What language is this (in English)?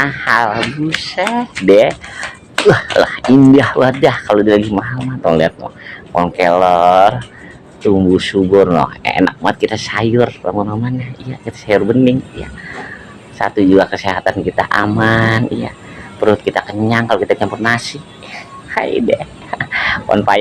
Betawi